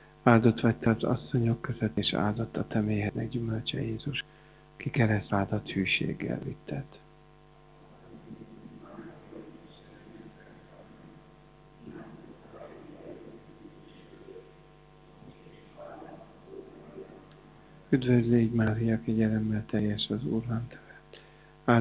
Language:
Hungarian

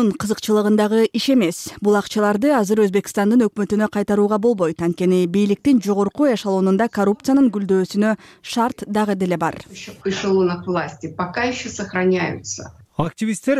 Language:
Kyrgyz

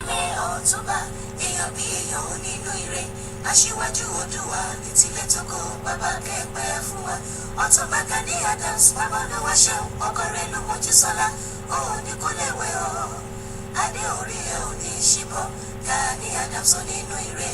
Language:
Yoruba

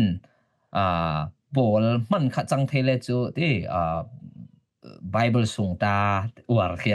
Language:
Falam Chin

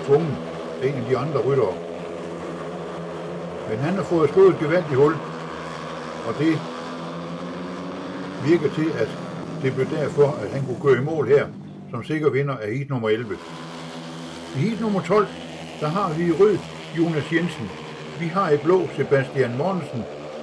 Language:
Danish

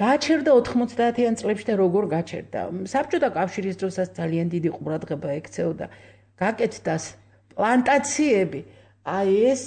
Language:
Georgian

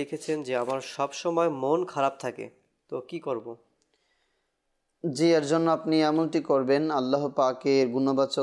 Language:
Bangla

